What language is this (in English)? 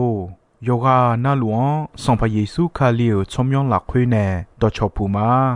Akha